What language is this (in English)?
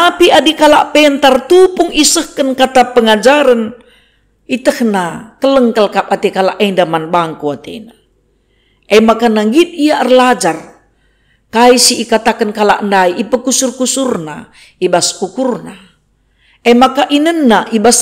Batak Karo